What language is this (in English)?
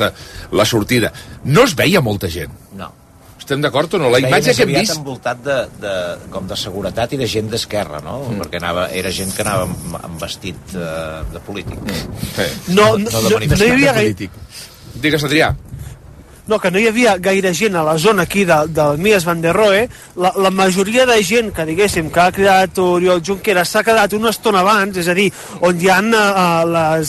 Catalan